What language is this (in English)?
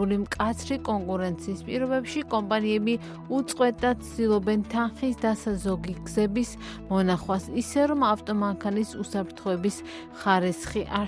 Georgian